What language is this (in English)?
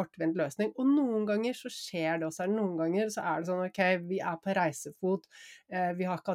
Norwegian